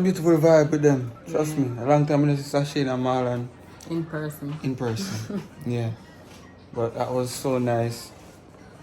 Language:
Jamaican Creole English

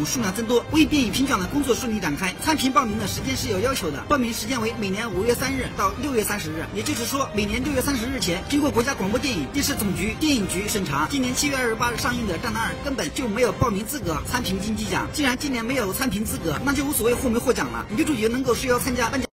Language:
Chinese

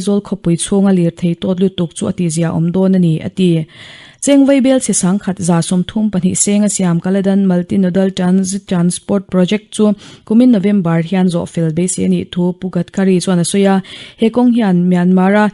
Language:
Mizo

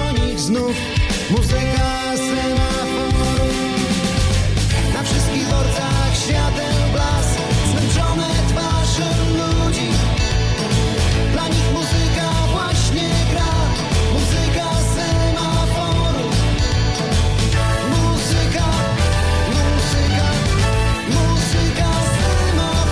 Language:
Polish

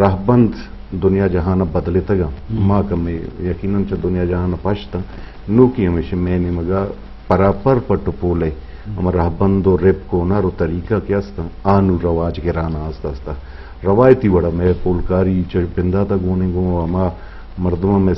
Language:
Eastern Balochi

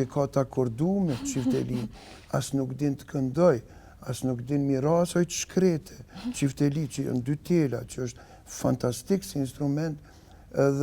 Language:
Albanian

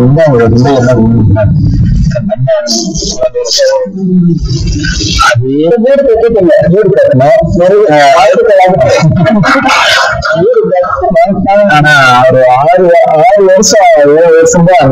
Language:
Tamil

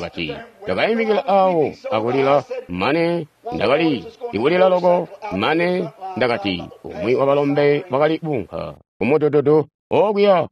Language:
Tonga (Zambia)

